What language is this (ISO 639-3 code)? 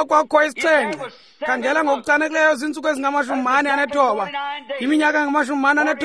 xho